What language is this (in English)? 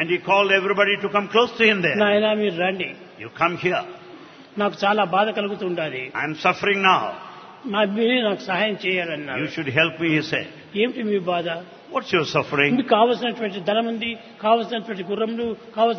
Telugu